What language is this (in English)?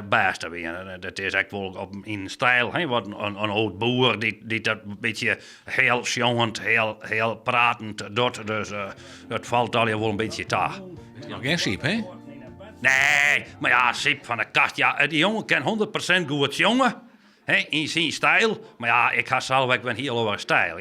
Western Frisian